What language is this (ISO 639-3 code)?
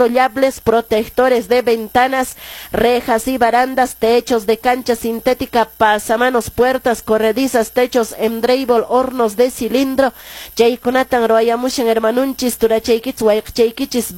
que